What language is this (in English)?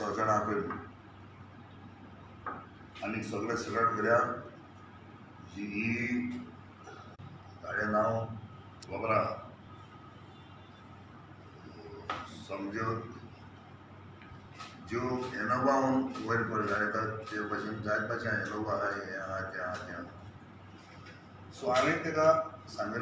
Konkani